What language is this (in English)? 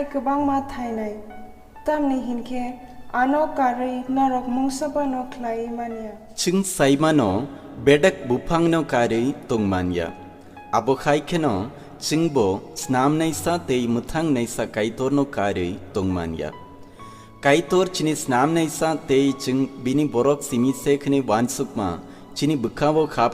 Kok Borok